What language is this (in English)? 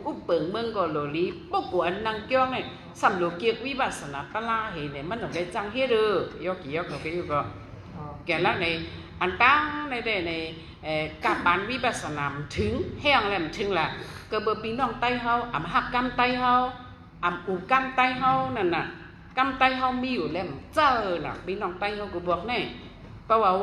Shan